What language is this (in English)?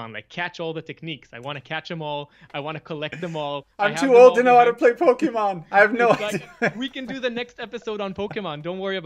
English